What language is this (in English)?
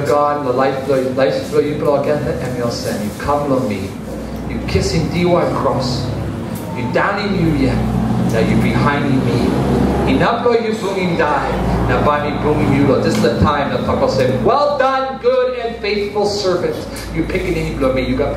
Tok Pisin